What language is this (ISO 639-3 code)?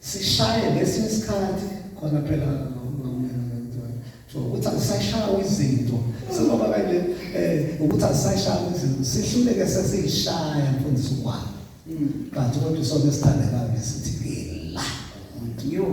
zul